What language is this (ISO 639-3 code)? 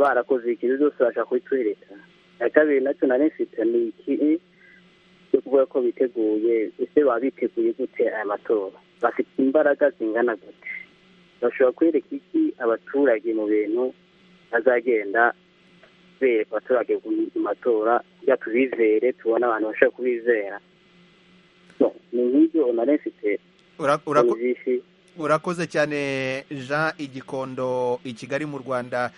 kin